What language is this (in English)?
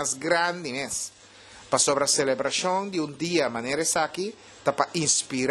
Papiamento